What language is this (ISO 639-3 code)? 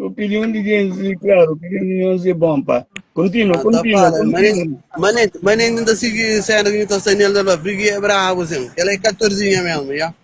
kea